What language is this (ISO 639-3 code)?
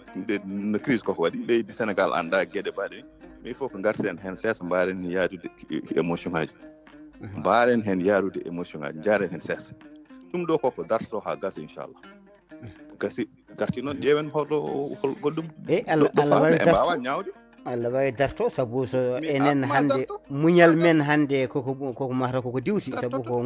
ful